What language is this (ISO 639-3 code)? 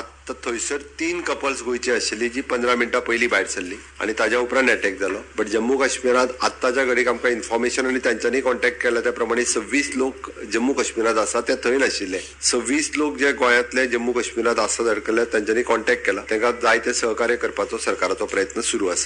kok